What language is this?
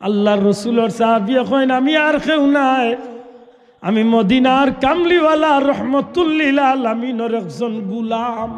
Sylheti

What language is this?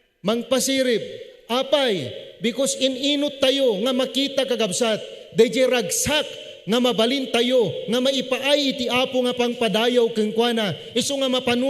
Iloko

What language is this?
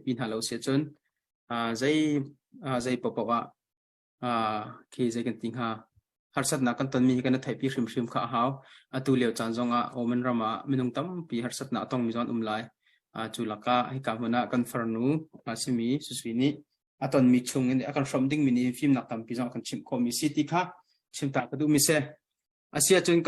Hakha Chin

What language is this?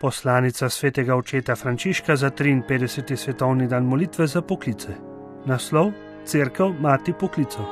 Slovenian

